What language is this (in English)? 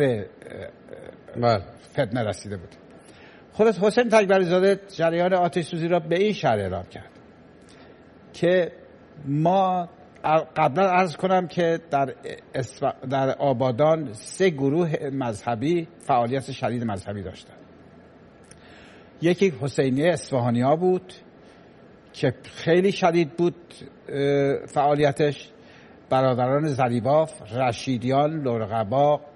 Persian